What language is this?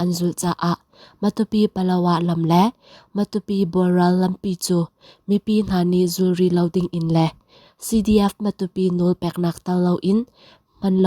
Hakha Chin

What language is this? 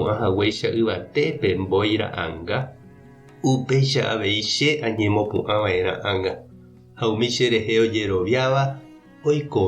Guarani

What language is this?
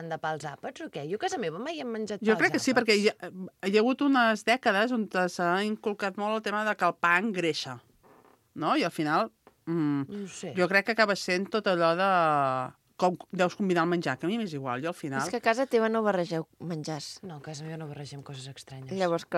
Catalan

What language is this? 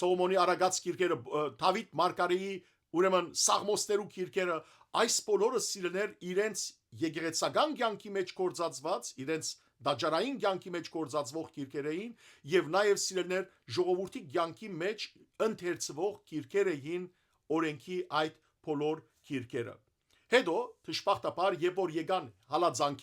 Western Armenian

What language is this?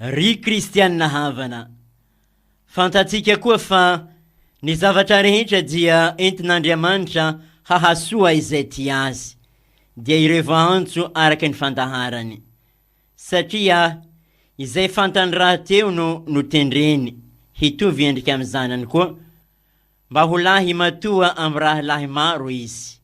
Malagasy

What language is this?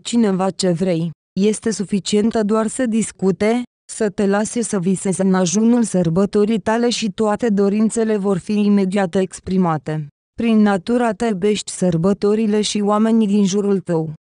Romanian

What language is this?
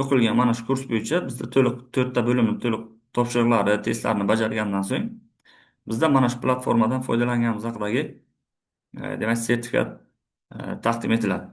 Uzbek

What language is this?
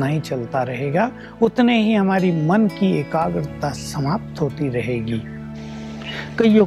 Hindi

